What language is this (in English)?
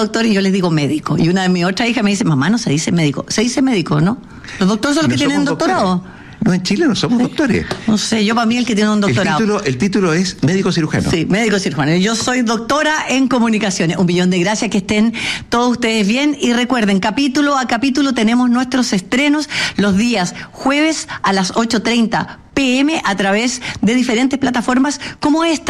Spanish